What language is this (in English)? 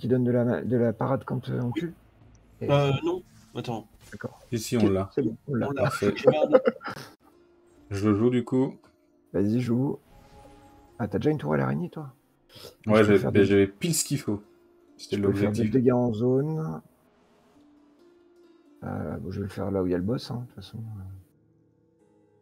French